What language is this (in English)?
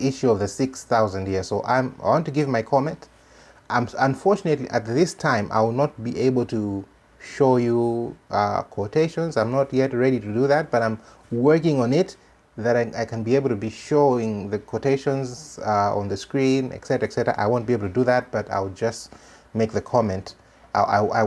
English